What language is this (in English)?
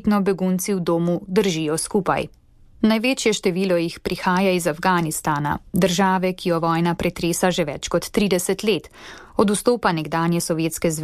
Slovenian